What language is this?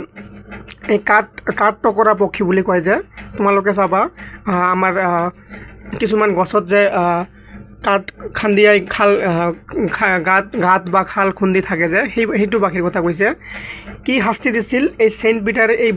Assamese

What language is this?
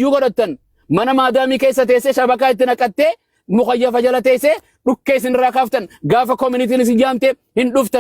Oromo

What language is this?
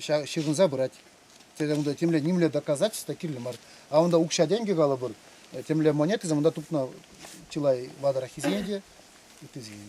Chuvash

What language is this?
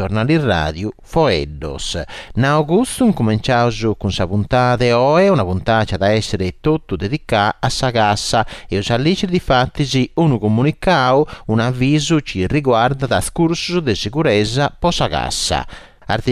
Sardinian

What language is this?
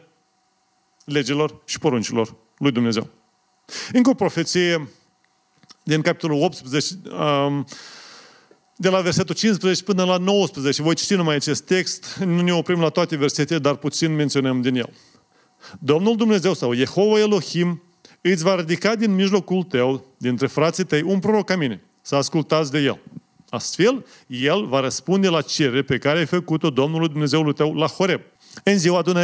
Romanian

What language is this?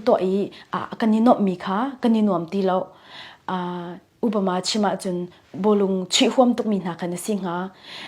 Hakha Chin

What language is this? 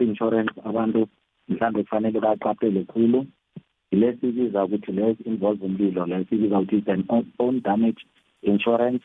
South Ndebele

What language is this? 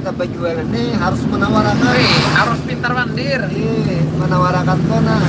Banjar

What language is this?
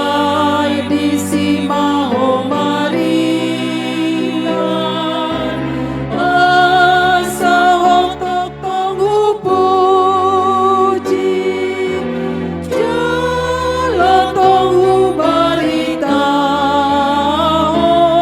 Batak Toba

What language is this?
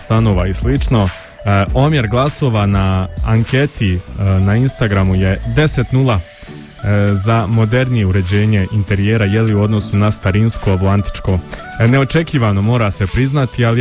Bosnian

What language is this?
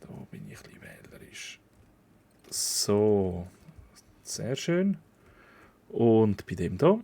Swiss German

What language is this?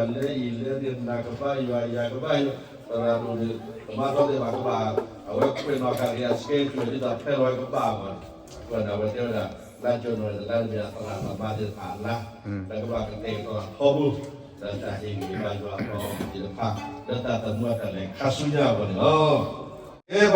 S'gaw Karen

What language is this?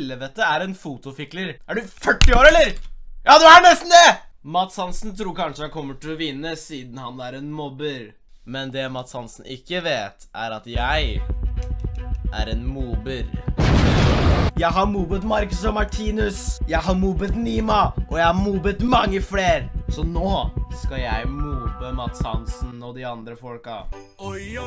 Norwegian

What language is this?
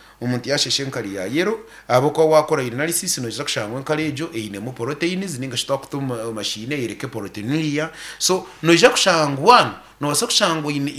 Nyankole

